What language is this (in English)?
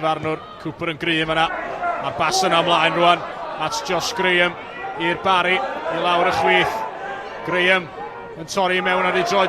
Welsh